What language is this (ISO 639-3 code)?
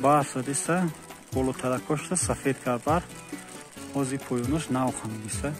tgk